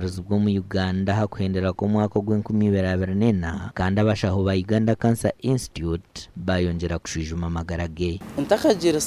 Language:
Nyankole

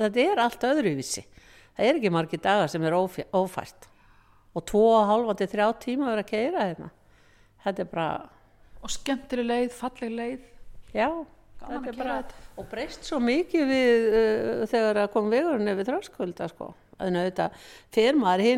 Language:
Icelandic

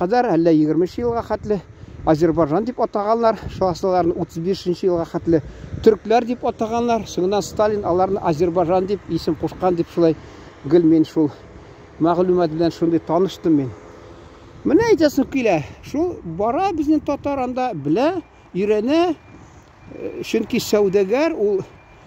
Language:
Tatar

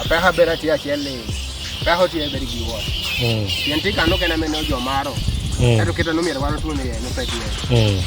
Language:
Acoli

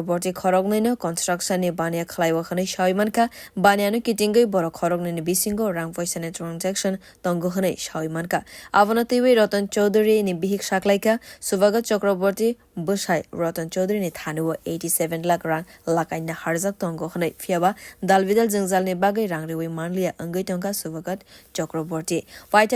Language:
Kok Borok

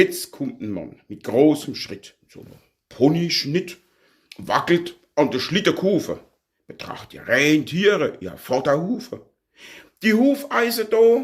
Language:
Palatine German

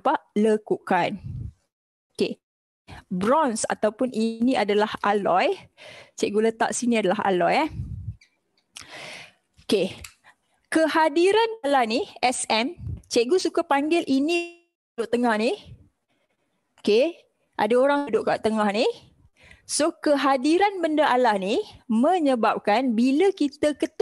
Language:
Malay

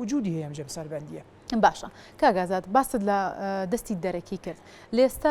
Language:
Central Kurdish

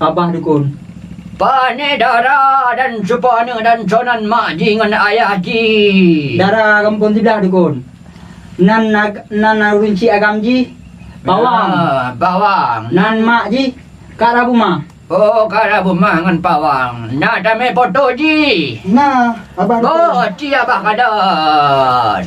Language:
Achinese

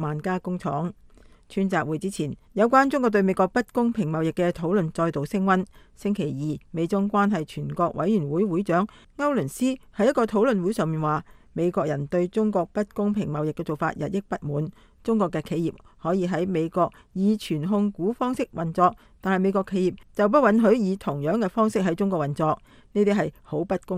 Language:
Cantonese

